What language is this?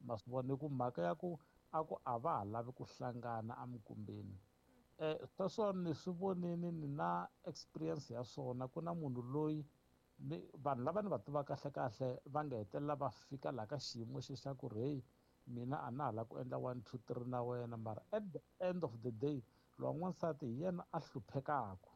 Tsonga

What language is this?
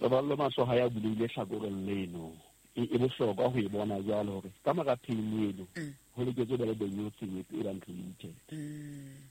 Southern Sotho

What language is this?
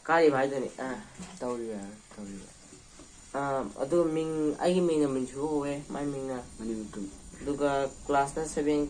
Manipuri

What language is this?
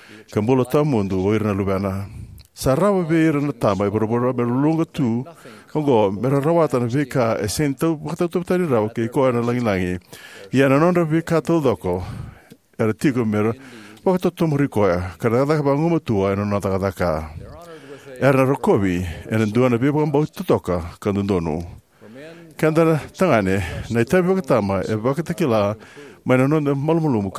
Fijian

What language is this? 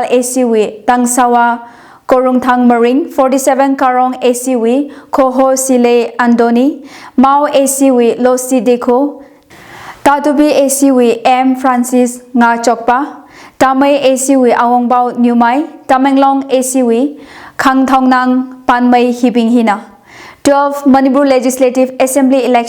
Tangkhul Naga (India)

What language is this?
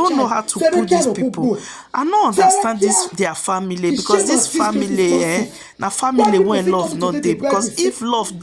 Nigerian Pidgin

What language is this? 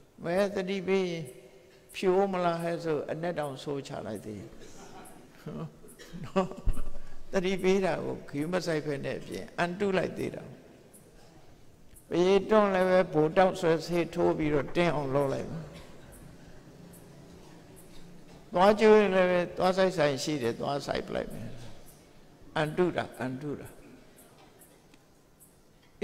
Burmese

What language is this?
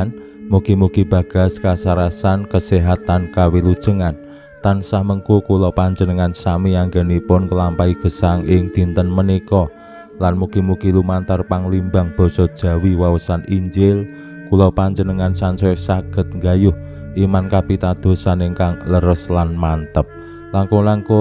Javanese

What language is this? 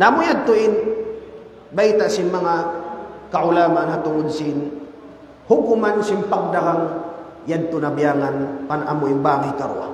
Tausug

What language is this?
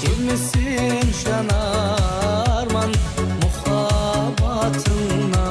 Kara-Kalpak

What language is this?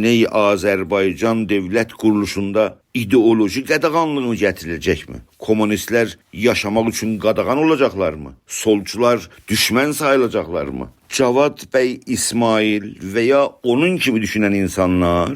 South Azerbaijani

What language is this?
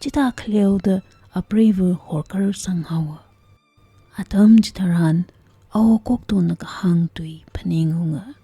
Tangkhul Naga (India)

